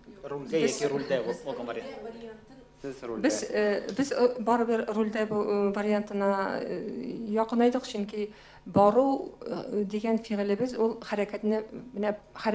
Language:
Tatar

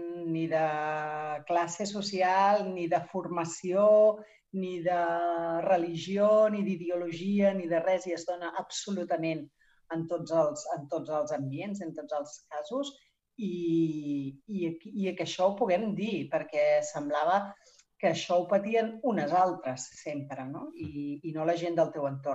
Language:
Catalan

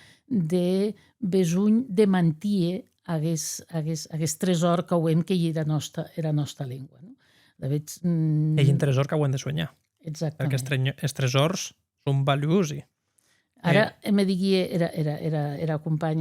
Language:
Occitan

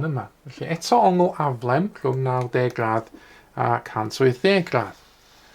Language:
Welsh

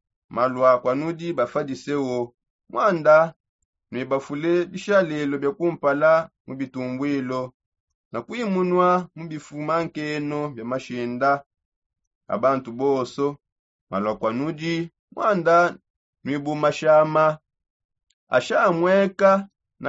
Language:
Songe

